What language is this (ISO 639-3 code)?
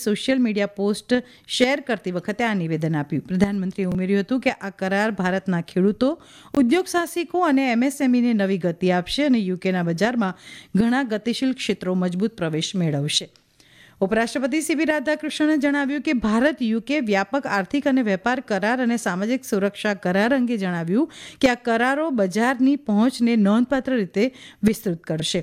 guj